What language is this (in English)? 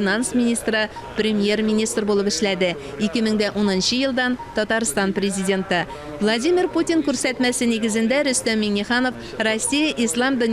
Tatar